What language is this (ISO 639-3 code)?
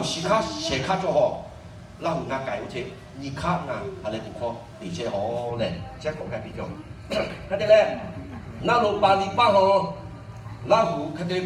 lhu